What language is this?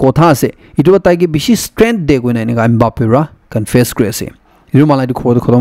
Naga Pidgin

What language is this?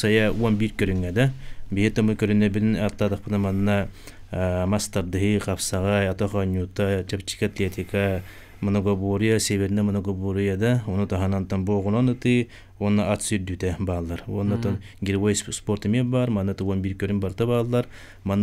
Yakut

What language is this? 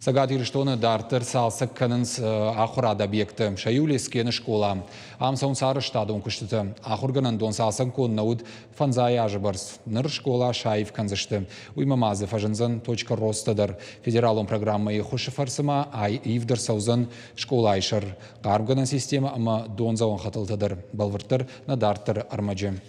Ossetic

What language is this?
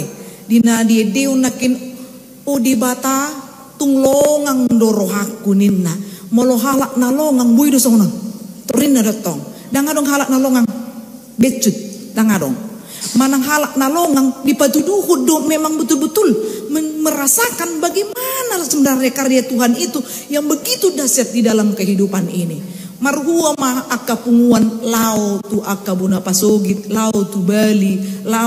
Batak Toba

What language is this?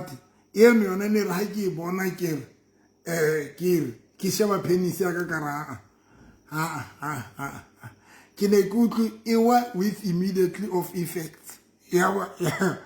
Southern Sotho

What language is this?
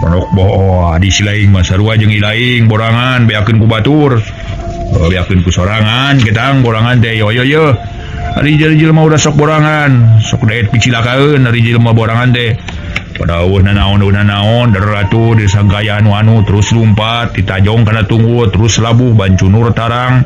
Sundanese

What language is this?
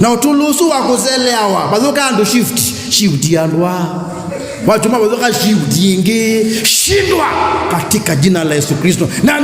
Kamba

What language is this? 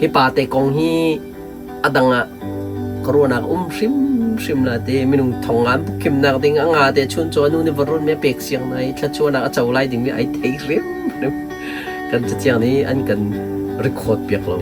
Hakha Chin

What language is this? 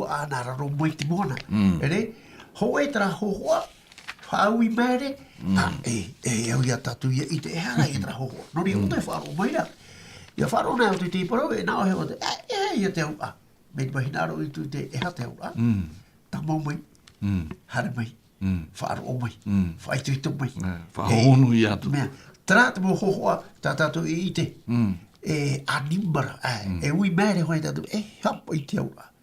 Tahitian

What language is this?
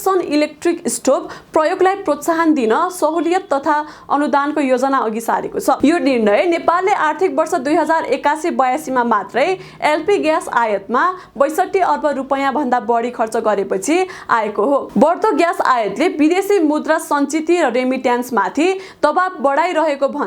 Nepali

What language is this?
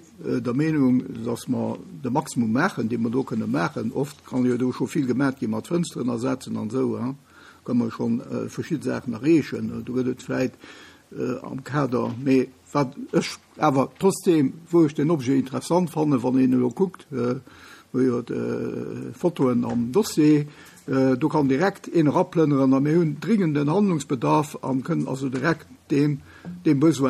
Luxembourgish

